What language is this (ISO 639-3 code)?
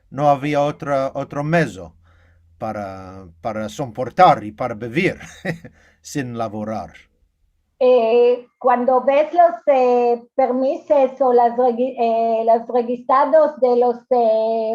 lad